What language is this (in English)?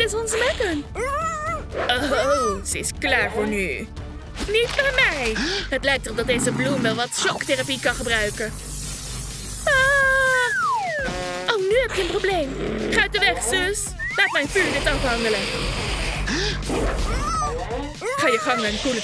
Dutch